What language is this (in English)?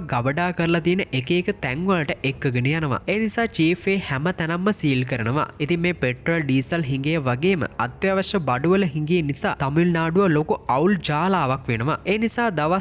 Sinhala